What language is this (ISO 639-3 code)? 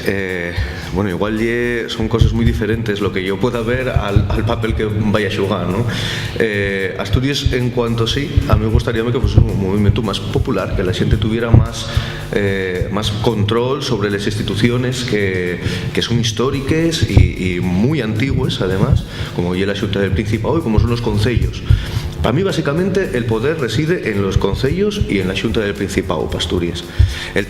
ast